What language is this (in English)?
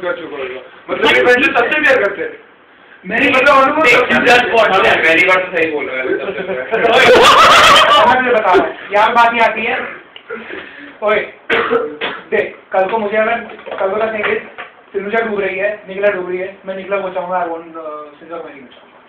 Hindi